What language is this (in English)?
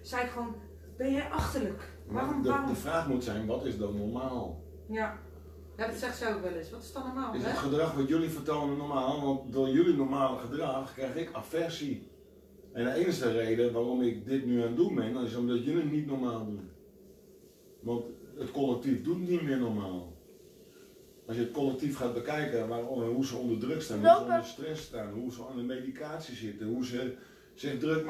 Dutch